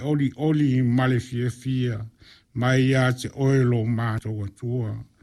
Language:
Samoan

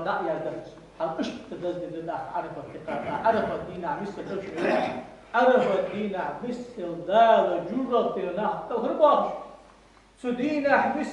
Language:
Ingush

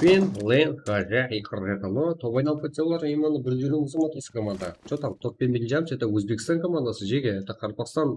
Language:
Kara-Kalpak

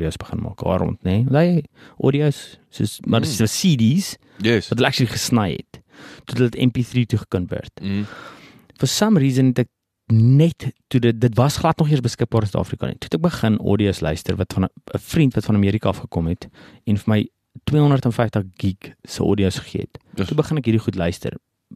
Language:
Afrikaans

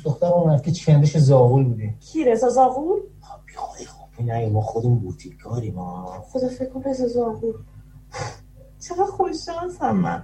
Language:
Persian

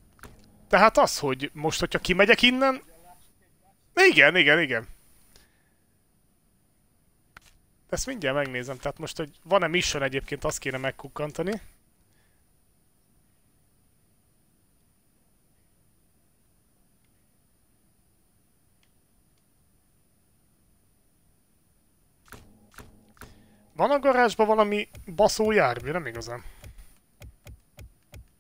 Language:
Hungarian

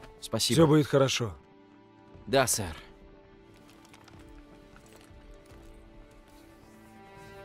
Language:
Russian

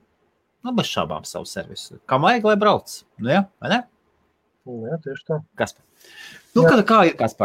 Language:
Latvian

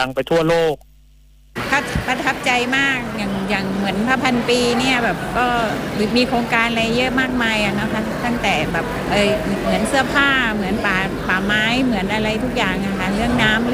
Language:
Thai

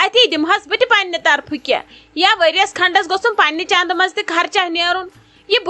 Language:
Kashmiri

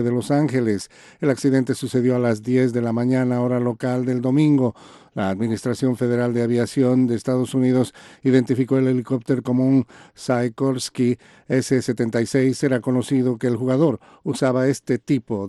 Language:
Spanish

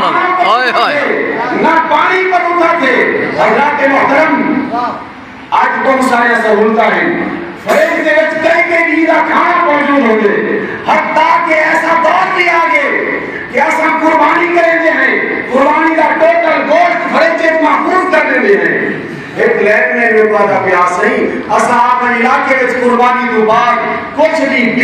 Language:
Saraiki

